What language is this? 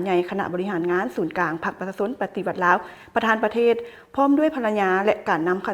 Lao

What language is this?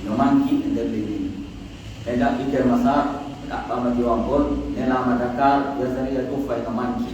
Pular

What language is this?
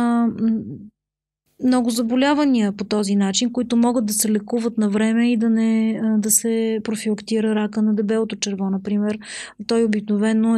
Bulgarian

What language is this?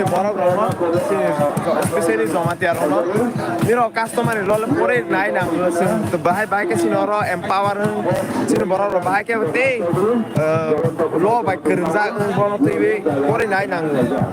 Kok Borok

